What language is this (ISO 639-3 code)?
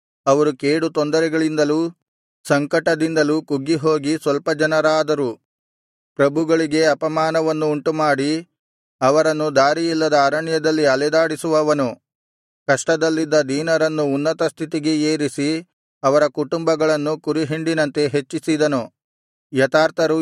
kan